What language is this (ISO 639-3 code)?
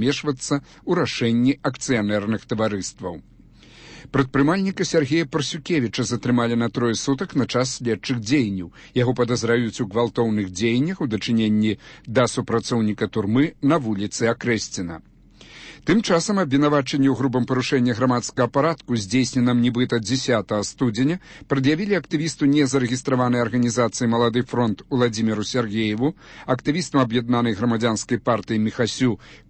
bel